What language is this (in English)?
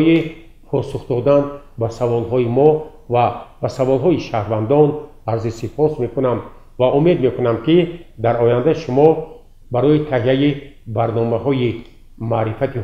Tajik